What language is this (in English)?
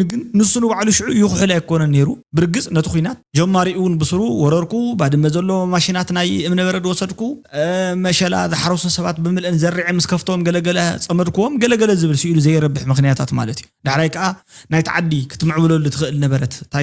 Tigrinya